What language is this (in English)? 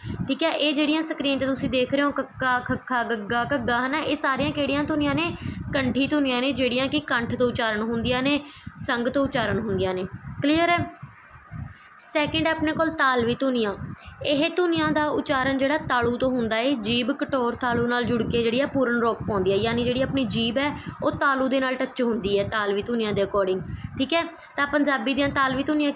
Punjabi